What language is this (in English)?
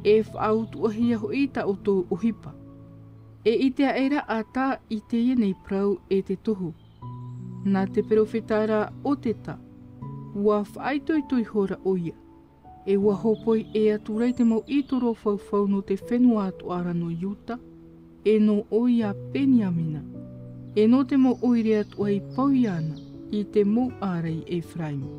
Tahitian